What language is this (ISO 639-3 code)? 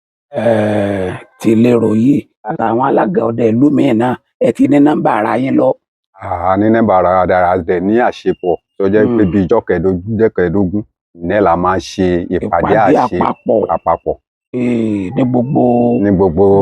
yor